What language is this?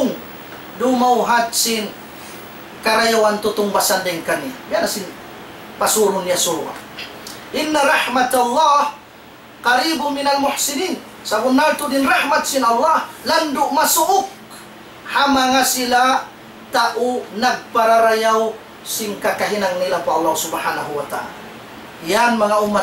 Tausug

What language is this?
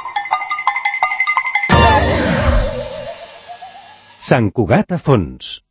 Catalan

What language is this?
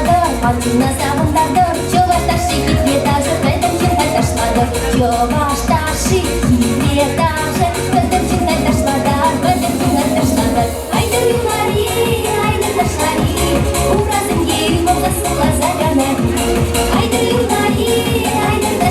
Chuvash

